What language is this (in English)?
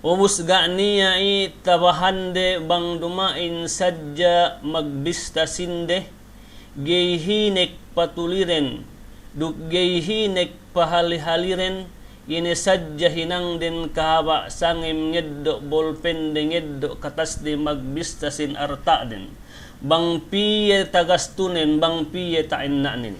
Yakan